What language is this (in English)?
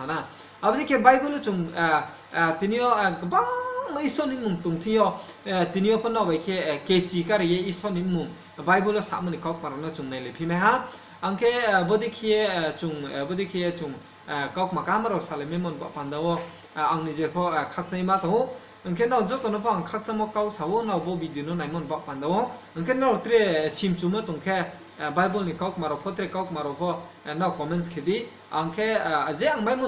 Riang (India)